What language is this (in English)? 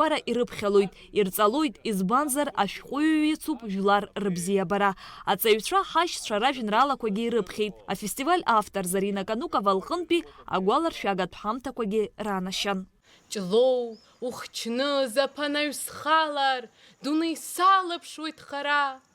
Abkhazian